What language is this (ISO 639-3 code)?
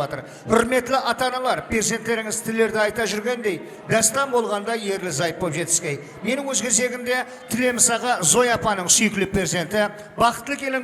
kaa